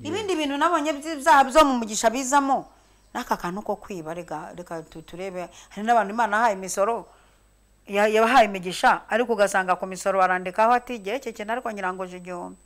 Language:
Kinyarwanda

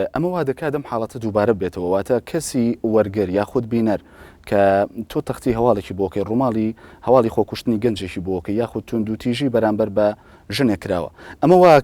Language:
Central Kurdish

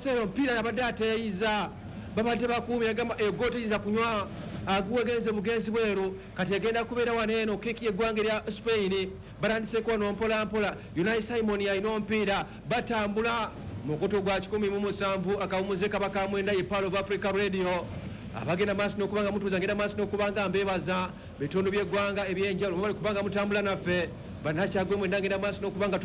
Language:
Ganda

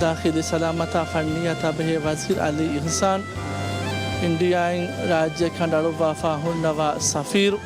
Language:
Divehi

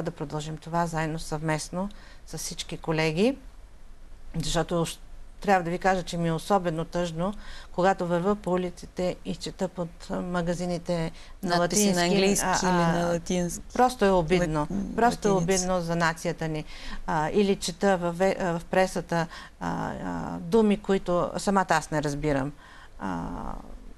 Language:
Bulgarian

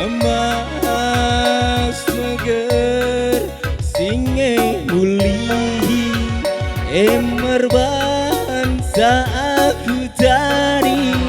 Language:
Batak Karo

